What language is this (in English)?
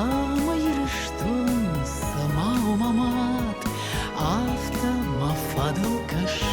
Ossetic